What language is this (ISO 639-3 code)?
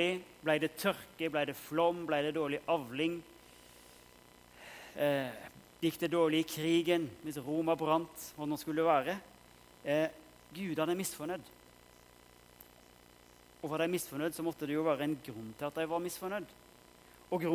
nor